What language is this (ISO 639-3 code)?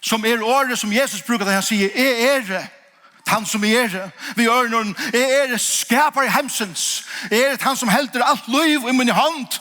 fao